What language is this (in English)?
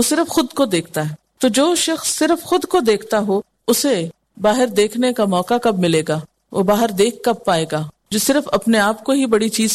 Urdu